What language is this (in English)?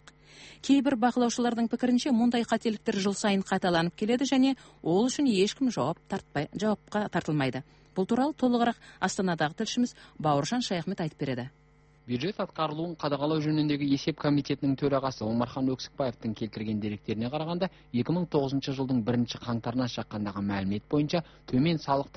Kazakh